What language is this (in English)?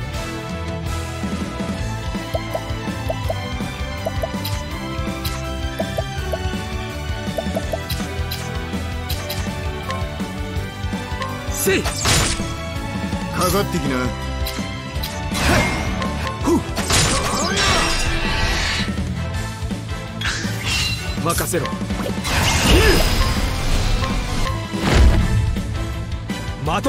Japanese